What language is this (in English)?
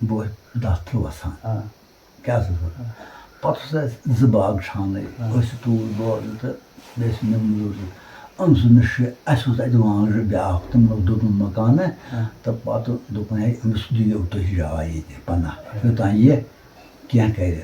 Kashmiri